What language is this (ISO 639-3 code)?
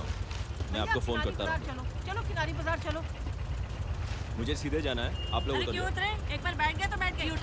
hin